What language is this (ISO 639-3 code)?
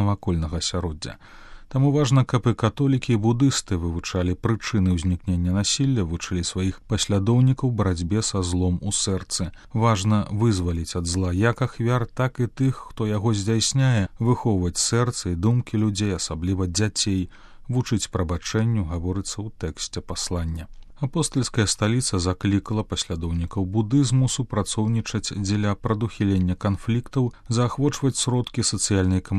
bel